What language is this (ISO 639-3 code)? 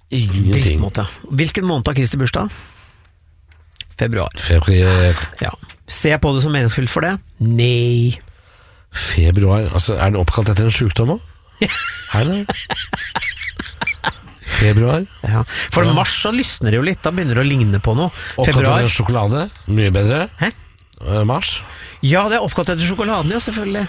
nor